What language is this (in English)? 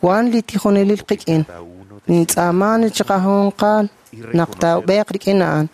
Kekchí